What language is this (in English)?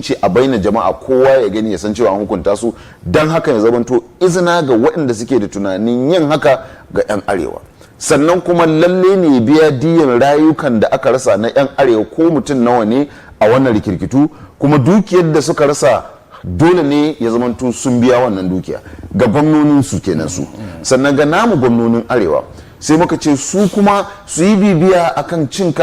Hausa